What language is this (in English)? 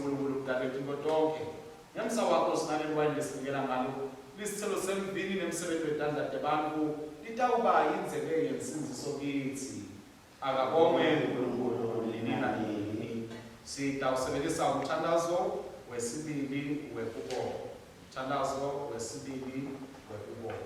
Swati